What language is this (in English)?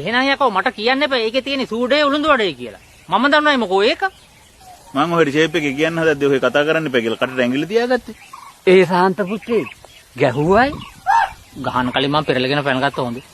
Sinhala